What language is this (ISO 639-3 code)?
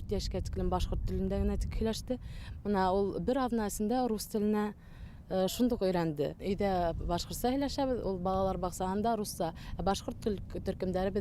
bak